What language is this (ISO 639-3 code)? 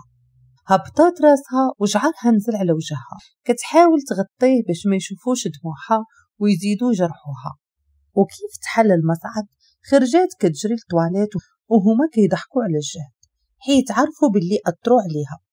ary